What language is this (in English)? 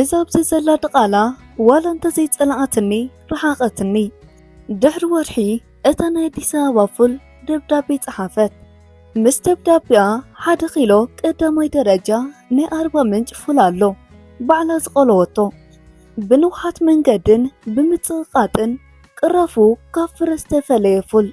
Tigrinya